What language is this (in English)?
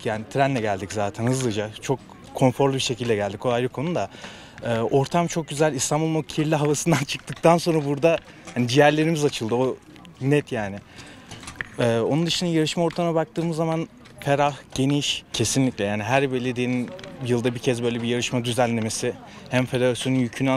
Turkish